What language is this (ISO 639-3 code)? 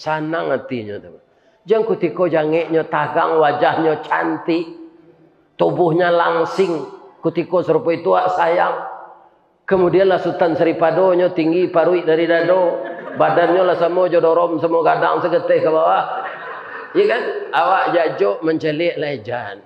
min